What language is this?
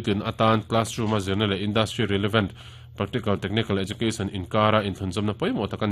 Mizo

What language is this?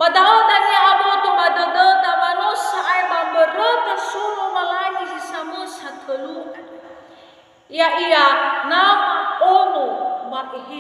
Nias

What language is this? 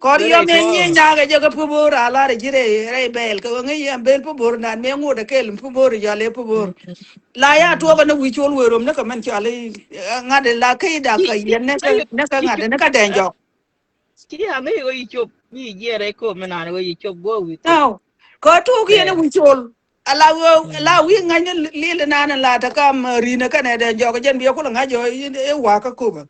Nuer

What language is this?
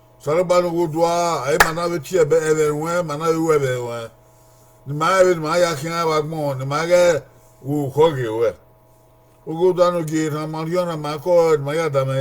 Bini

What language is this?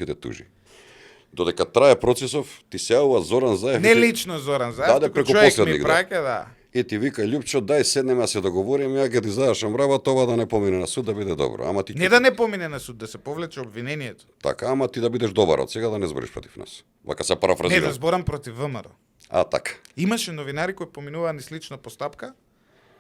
Macedonian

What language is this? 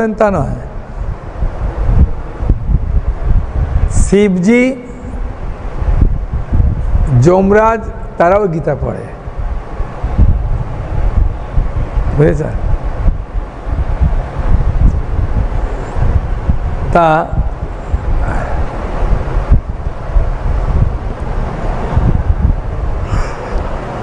Bangla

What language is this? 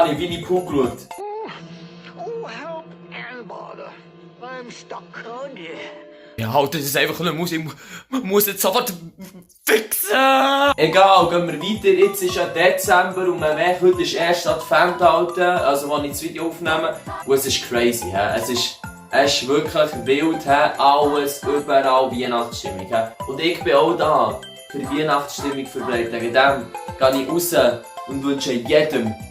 Swiss German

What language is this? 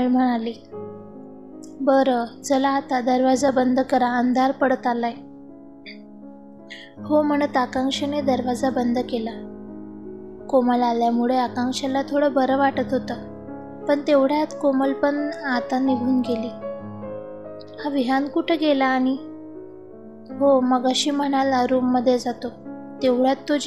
Marathi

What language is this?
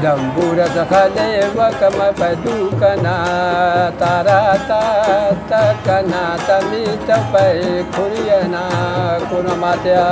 Brahui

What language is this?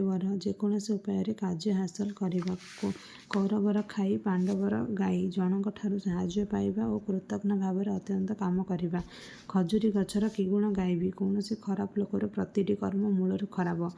Odia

